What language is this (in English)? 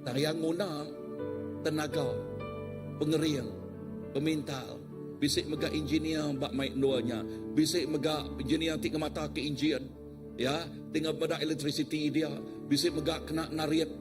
Iban